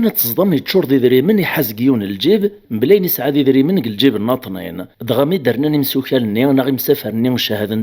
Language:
Kabyle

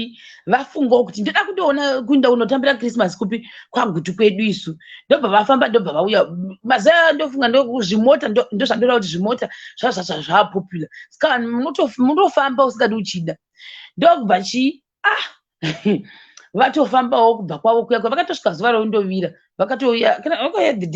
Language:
Shona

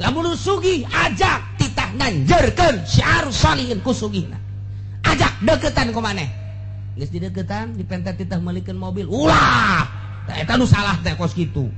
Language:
Sundanese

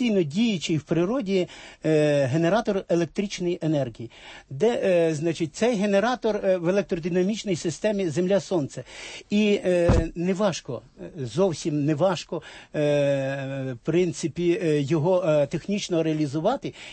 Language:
Ukrainian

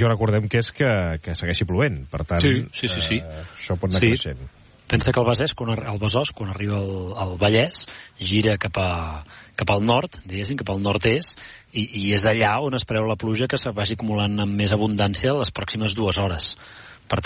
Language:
Catalan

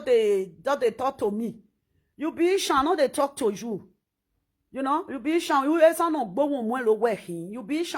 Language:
Nigerian Pidgin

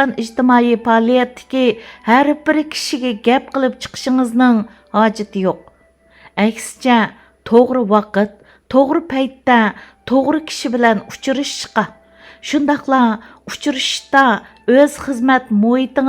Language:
Uyghur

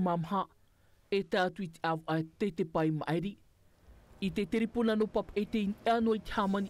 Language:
Tahitian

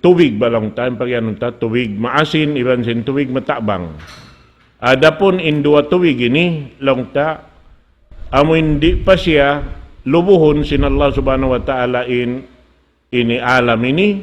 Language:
Tausug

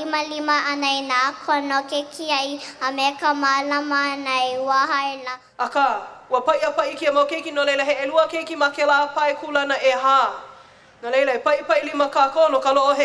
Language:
Hawaiian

